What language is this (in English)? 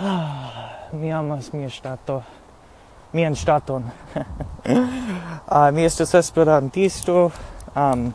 Esperanto